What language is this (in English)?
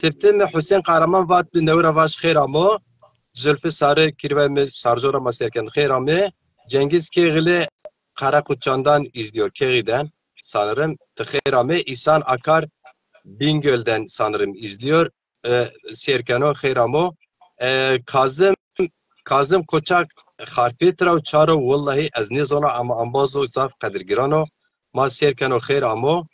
Zaza